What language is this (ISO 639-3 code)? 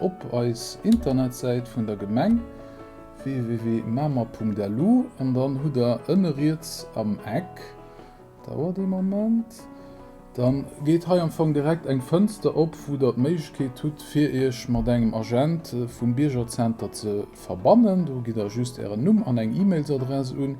ltz